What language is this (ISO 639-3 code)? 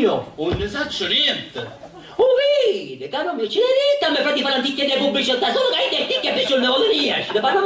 scn